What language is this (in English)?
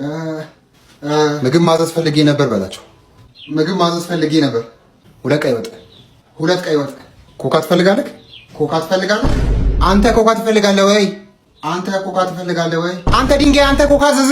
Amharic